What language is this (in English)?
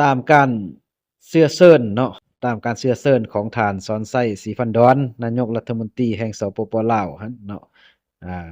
Lao